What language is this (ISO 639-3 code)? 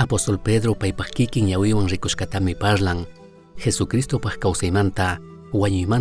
qug